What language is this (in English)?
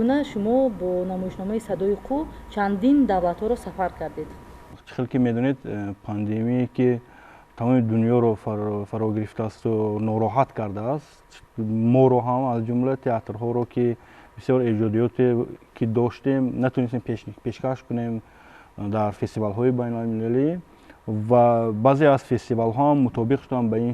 Tajik